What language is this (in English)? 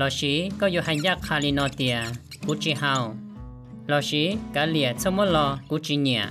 Hmong